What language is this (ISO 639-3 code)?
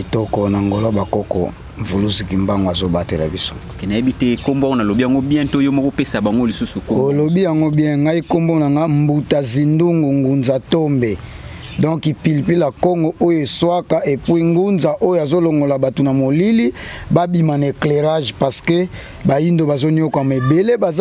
lin